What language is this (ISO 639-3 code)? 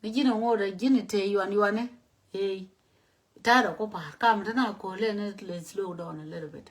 nus